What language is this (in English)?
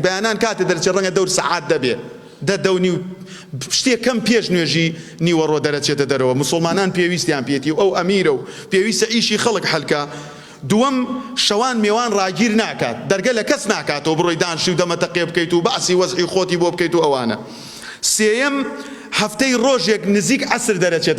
Central Kurdish